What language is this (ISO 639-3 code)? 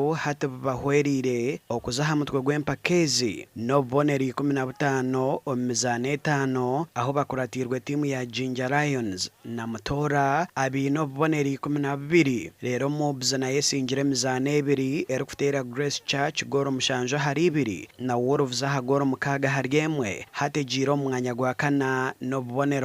nyn